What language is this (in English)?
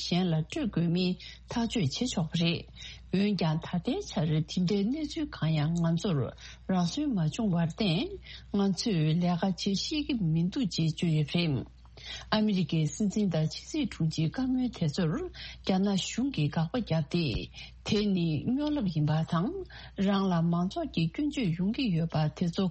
Tibetan